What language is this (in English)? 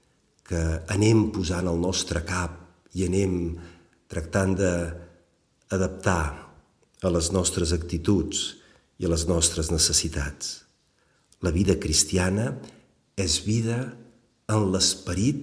Catalan